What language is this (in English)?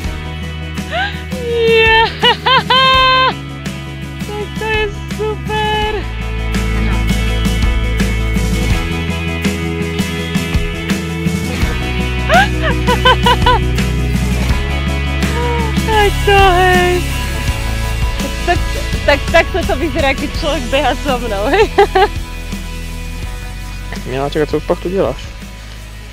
Slovak